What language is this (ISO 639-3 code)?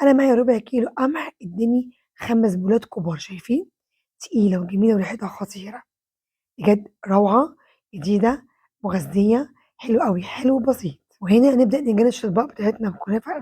arz